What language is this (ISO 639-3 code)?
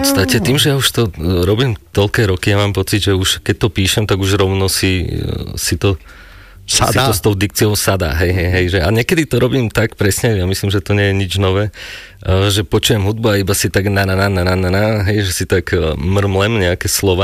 slk